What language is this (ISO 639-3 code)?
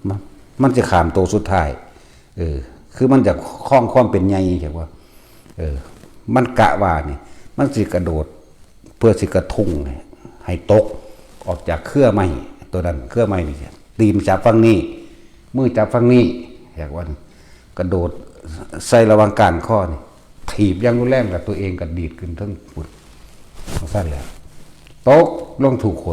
tts